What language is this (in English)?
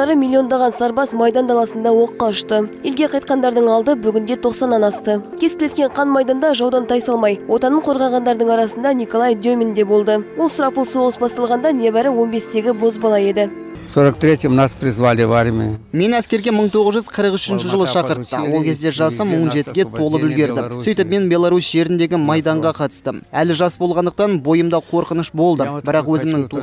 Kazakh